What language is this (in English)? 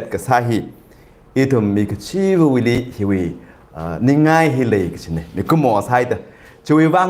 Tangkhul Naga (India)